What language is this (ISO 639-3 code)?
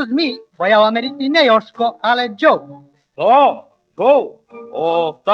rue